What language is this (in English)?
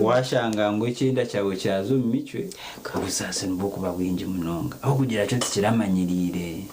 Nyankole